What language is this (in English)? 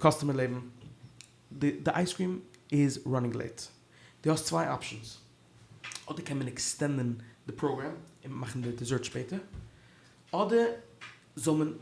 Yiddish